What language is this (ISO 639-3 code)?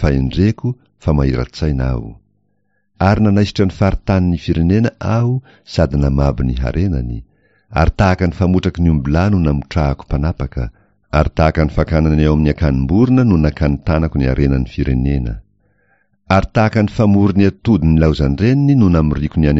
mlg